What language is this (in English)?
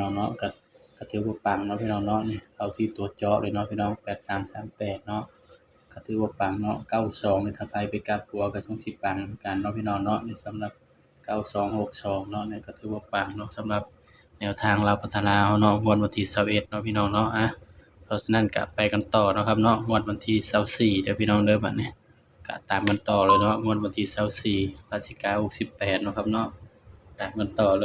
Northeastern Thai